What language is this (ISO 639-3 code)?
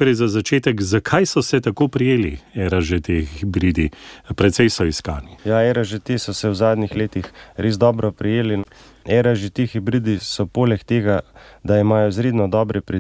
slv